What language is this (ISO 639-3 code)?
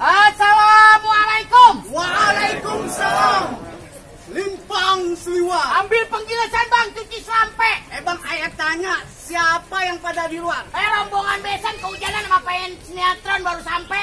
bew